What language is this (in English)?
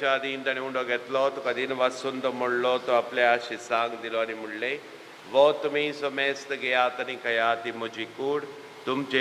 Konkani